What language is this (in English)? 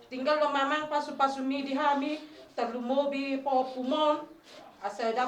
Batak Toba